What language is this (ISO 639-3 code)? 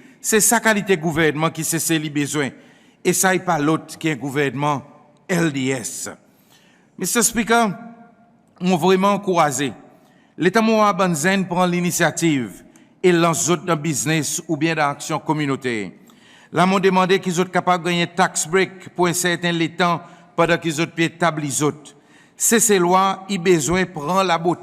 crs